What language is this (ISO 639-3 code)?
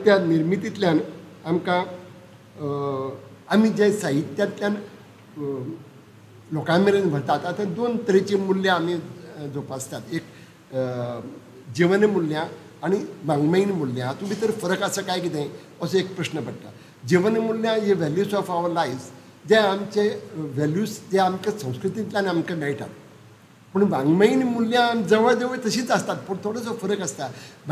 kok